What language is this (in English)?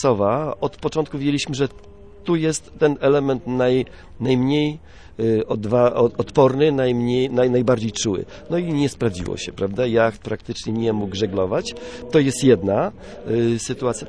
Polish